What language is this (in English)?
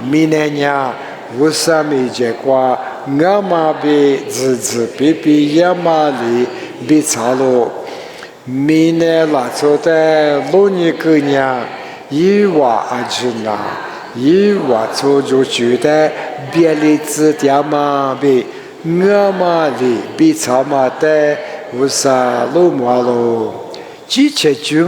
Lisu